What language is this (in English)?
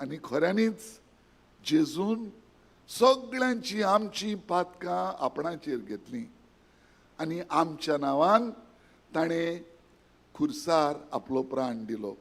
Konkani